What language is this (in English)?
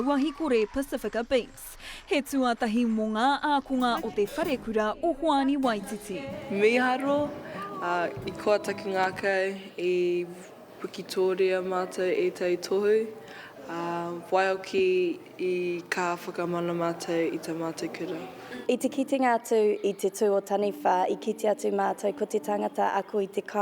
Māori